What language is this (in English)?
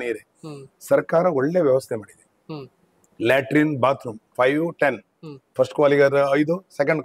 Kannada